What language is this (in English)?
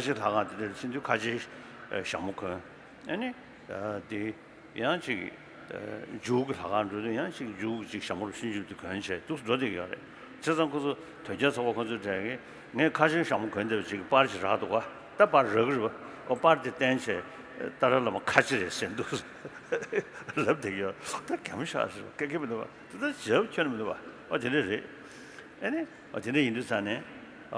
Tibetan